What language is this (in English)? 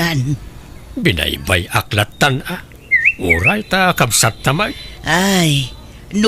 Iloko